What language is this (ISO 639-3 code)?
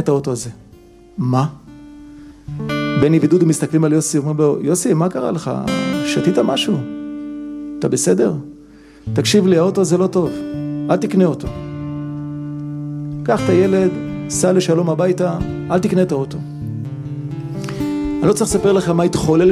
heb